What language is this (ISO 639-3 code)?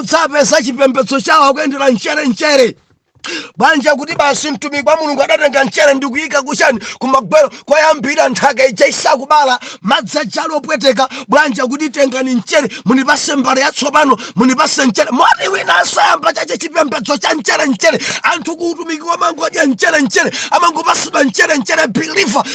nya